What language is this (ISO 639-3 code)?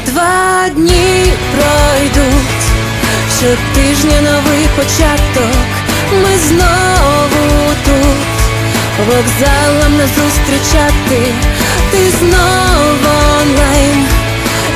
ukr